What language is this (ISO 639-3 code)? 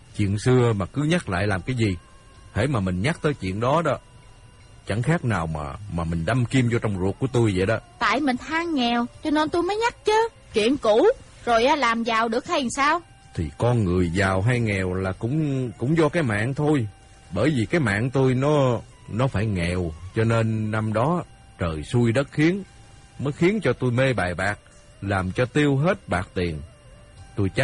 vie